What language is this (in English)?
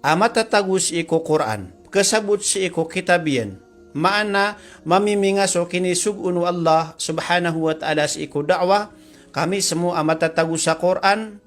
Maranao